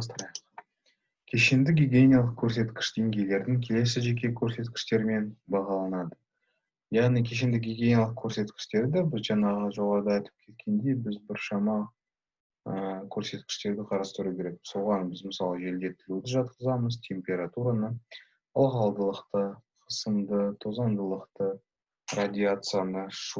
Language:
Kazakh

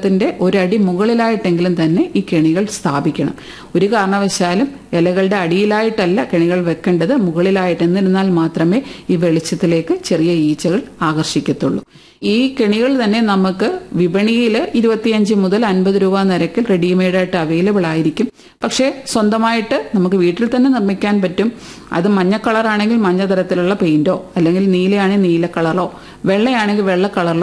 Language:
Malayalam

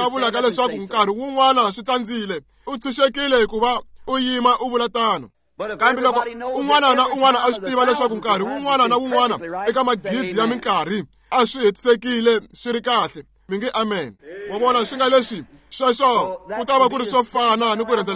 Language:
Tsonga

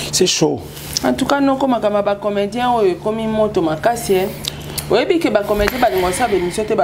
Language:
Lingala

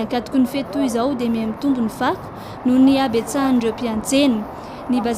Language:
Malagasy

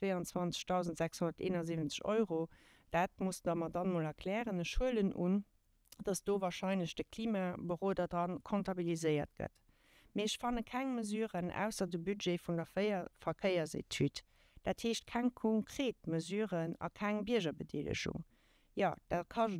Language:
Luxembourgish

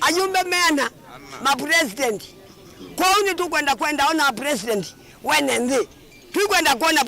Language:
Kamba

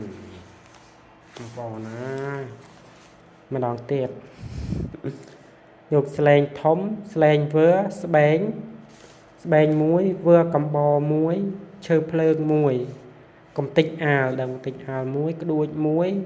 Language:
Khmer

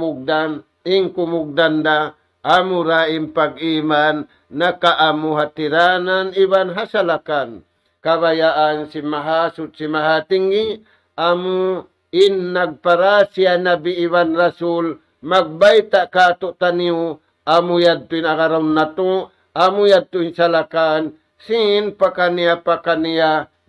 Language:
Tausug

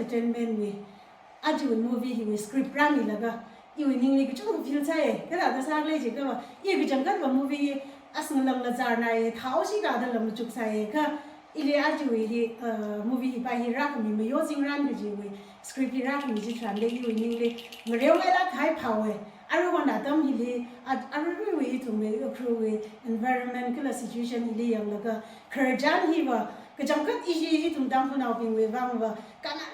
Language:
Tangkhul Naga (India)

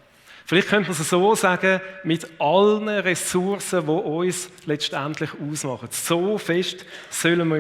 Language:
Swiss German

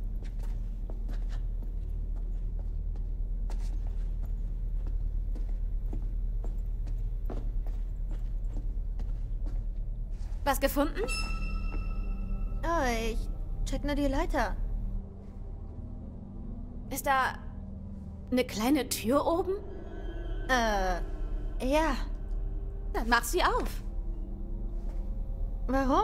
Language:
German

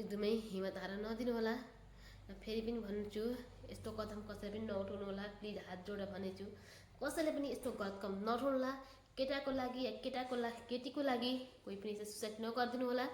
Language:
Nepali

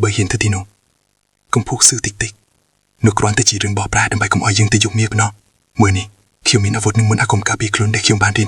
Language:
Khmer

